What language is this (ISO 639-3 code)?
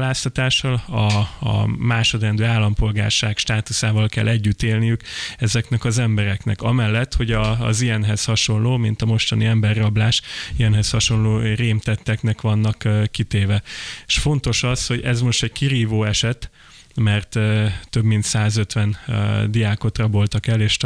hun